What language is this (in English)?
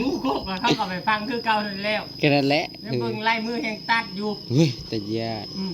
Northeastern Thai